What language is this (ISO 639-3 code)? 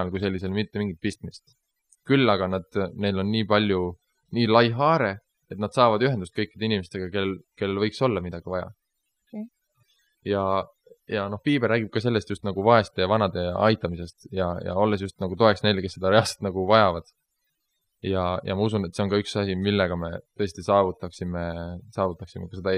est